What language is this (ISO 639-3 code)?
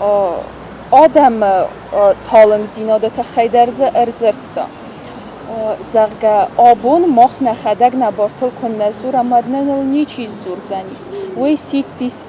oss